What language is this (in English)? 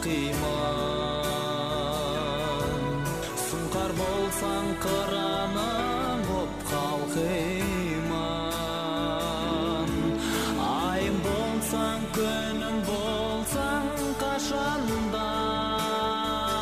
Kazakh